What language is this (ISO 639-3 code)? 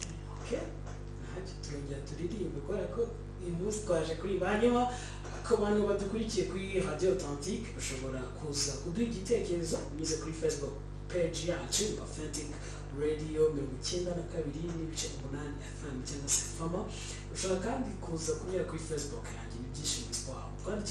kin